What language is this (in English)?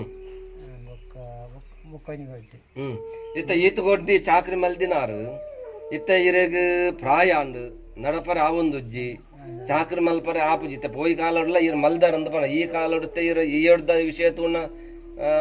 Tulu